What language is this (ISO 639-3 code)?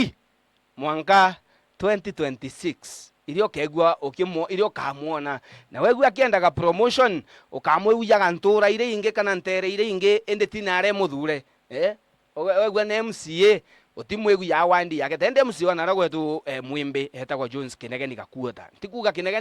mer